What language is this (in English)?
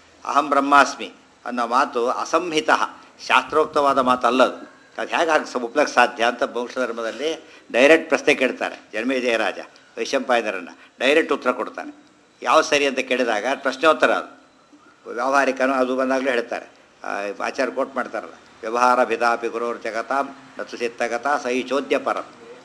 Kannada